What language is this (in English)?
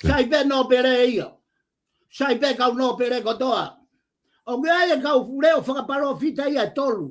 Tongan